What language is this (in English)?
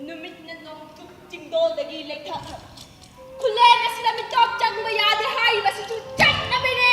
Manipuri